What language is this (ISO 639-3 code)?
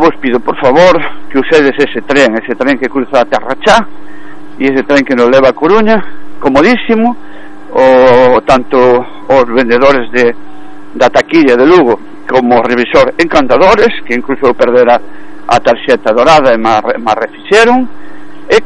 glg